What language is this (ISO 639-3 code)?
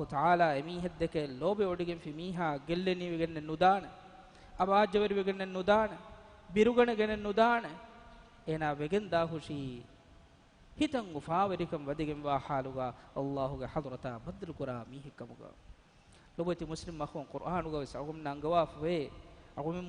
div